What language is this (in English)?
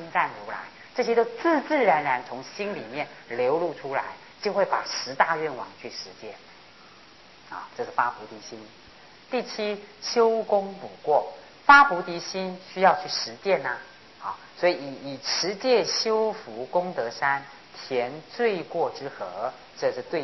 Chinese